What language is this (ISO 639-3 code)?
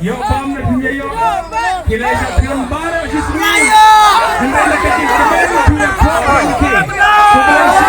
kha